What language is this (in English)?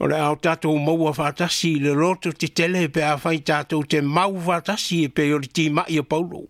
Samoan